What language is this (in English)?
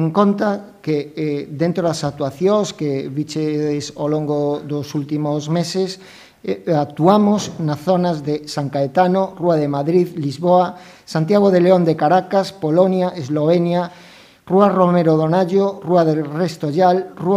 Galician